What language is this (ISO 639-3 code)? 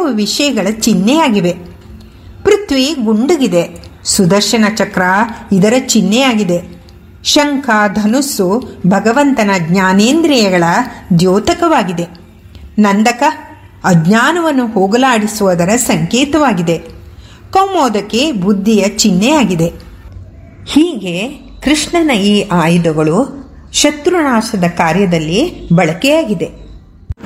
kan